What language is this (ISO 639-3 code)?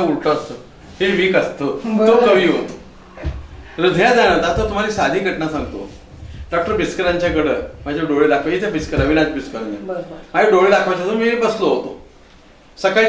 mar